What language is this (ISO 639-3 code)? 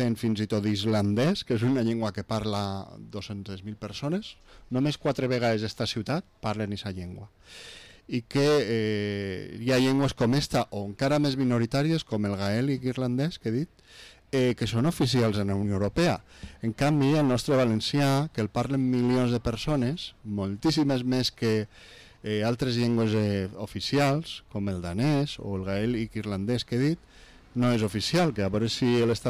cat